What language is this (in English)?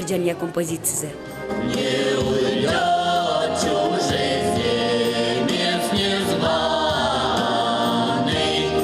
Udmurt